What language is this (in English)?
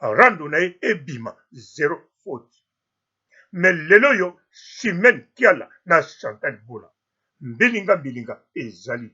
Lingala